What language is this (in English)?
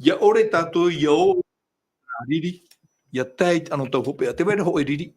Tahitian